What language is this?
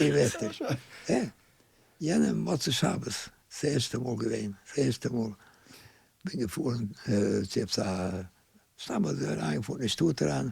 Yiddish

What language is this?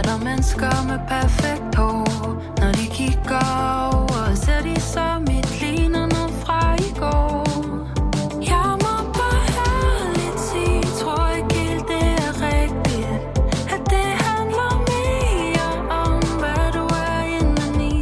Danish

